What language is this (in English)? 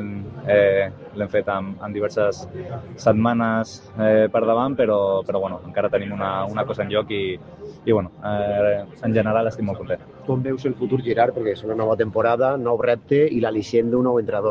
Catalan